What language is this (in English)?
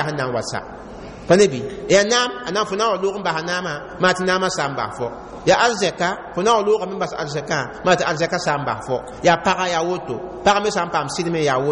Mossi